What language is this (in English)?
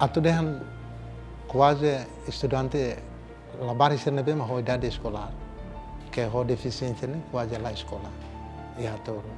Tetum